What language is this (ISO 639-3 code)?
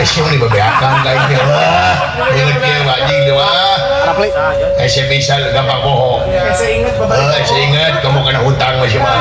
sun